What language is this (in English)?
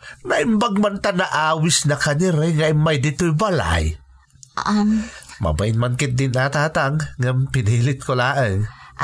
Iloko